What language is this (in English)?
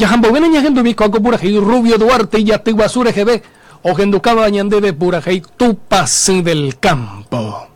Guarani